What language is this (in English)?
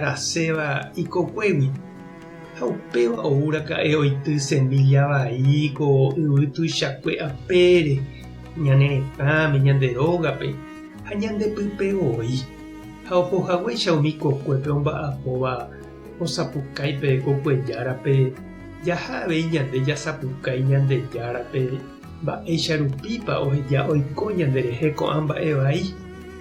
Guarani